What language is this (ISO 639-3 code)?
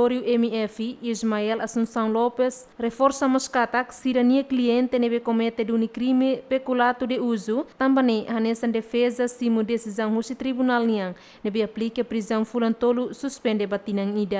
tet